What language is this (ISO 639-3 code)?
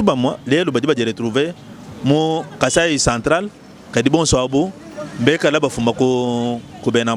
lua